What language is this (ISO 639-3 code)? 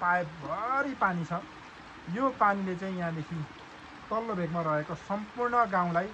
nep